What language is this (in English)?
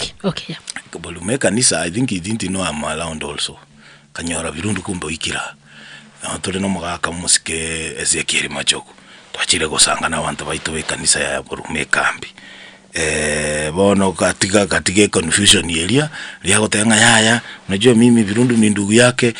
Gusii